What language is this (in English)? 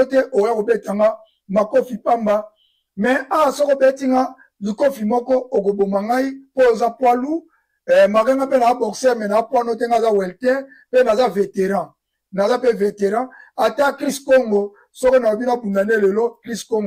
Lingala